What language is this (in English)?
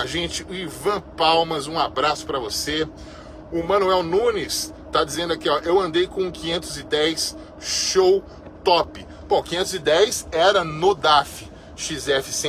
Portuguese